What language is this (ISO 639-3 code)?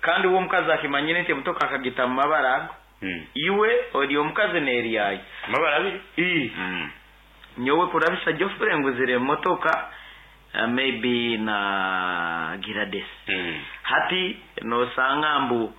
nyn